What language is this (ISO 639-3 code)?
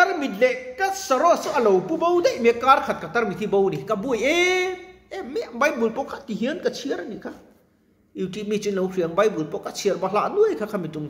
lus